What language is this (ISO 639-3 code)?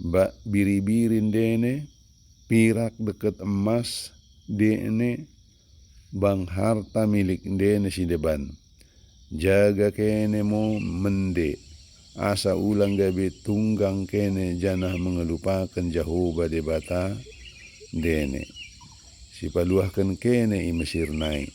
btd